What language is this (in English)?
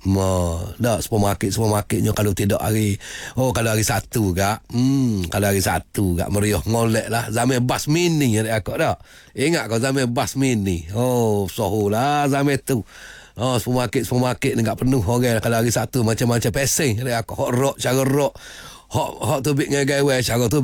Malay